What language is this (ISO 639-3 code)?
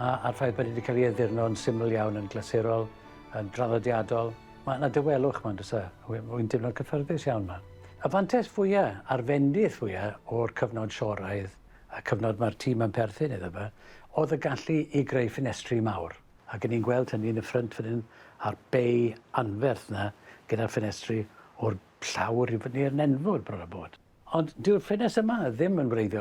cym